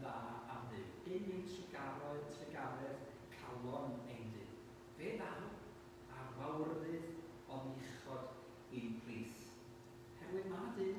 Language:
Welsh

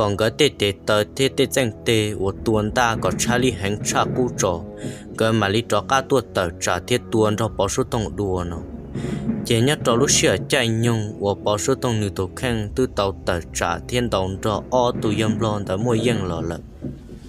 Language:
Hmong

